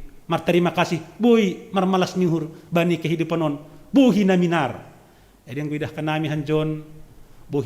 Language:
Batak Simalungun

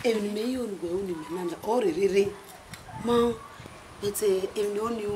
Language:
Bini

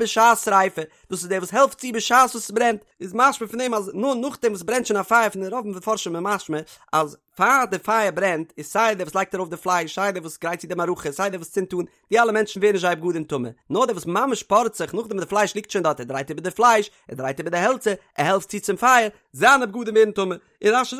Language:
Yiddish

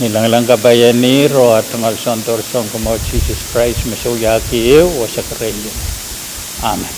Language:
Pohnpeian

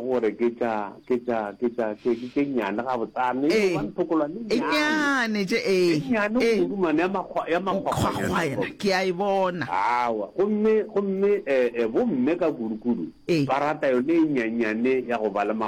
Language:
Northern Sotho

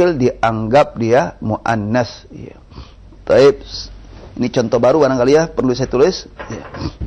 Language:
Indonesian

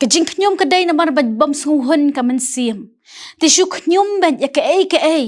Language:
Khasi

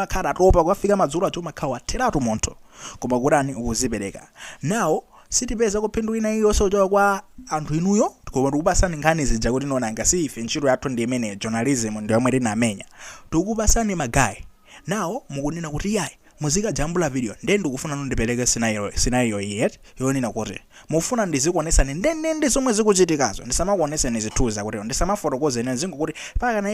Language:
Nyanja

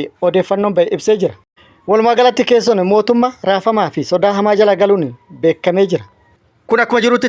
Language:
Oromo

